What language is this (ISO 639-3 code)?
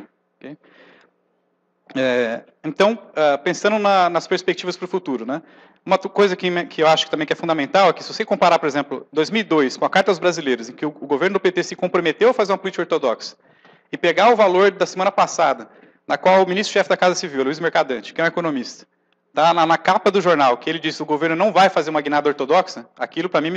por